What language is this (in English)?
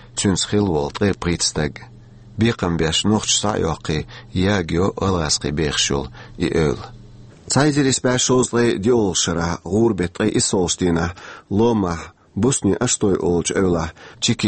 Chechen